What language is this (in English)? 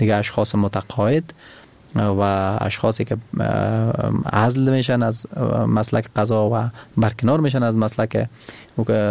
Persian